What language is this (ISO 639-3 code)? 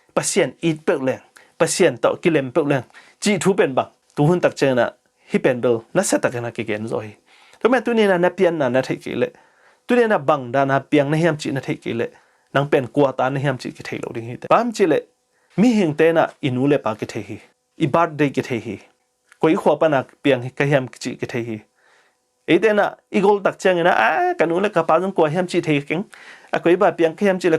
ctd